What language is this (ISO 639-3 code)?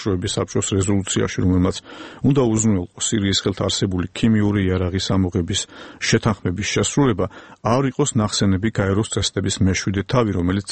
kat